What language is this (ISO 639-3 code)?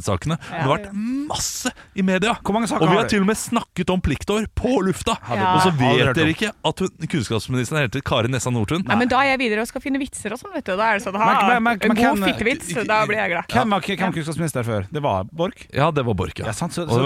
nor